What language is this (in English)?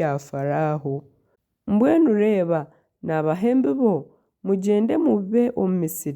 Nyankole